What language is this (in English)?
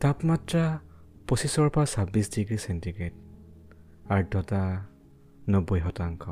Assamese